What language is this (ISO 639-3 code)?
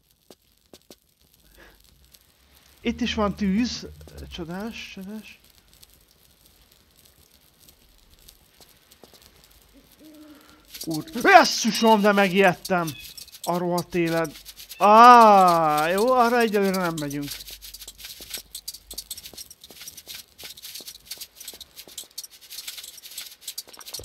hun